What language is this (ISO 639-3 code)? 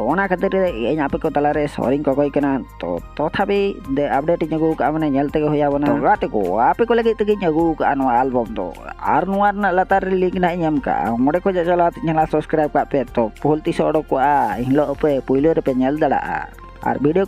sat